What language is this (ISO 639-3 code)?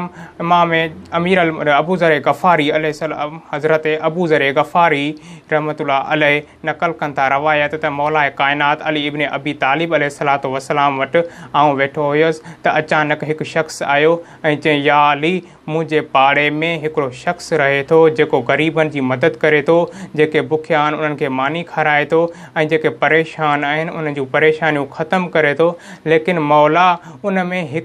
snd